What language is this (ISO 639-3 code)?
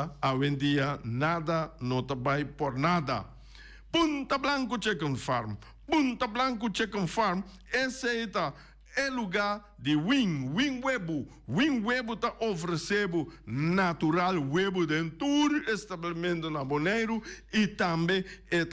pap